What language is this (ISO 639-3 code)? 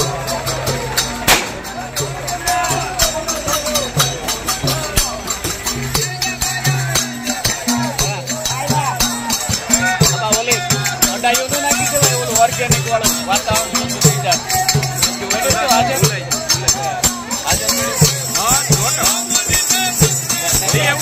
guj